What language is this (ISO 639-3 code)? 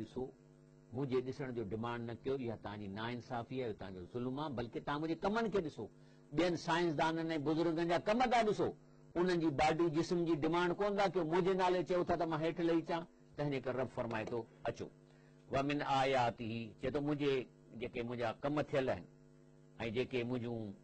snd